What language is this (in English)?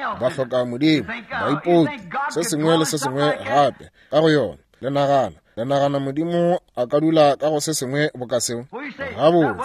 Northern Sotho